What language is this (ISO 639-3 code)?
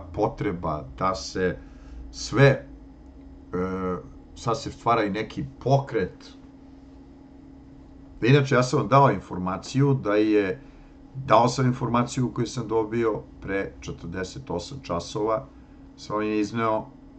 srp